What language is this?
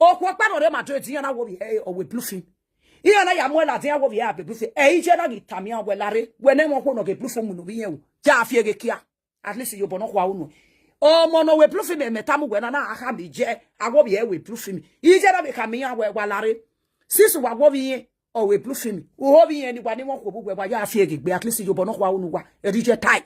Nigerian Pidgin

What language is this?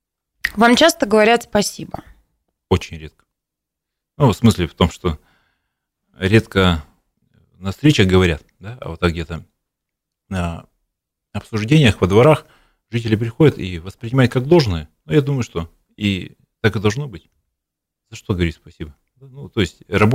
Russian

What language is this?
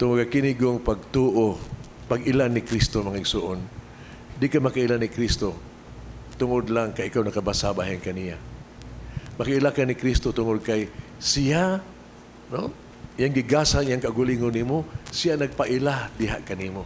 Cebuano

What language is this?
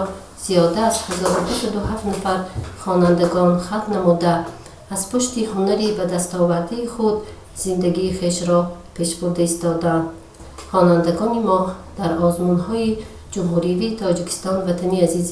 Tajik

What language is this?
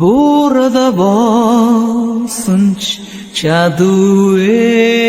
Mongolian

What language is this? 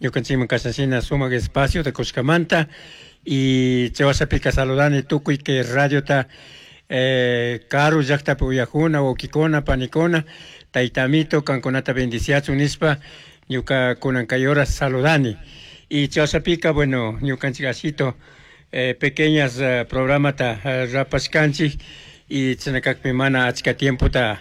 Chimborazo Highland Quichua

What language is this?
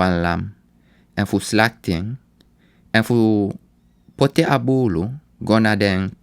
Sranan Tongo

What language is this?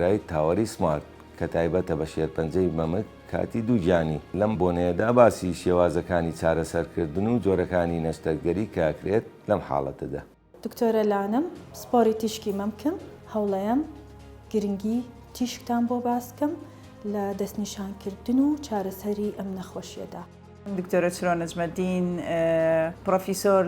Central Kurdish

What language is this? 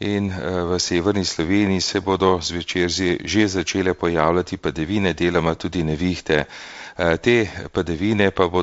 Slovenian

